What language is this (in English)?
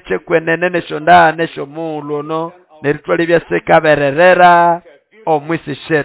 Nande